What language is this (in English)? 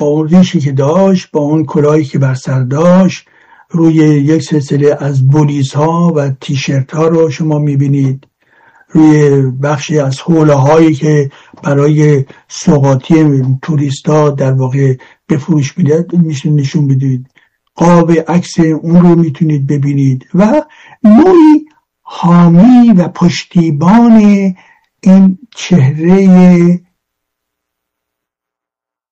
Persian